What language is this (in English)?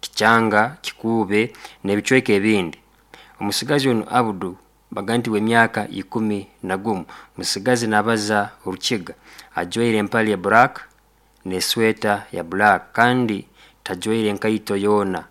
Nyoro